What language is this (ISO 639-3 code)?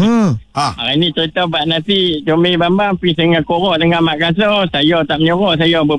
msa